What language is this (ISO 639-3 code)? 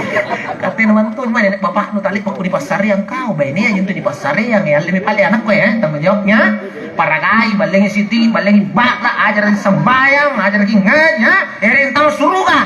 mak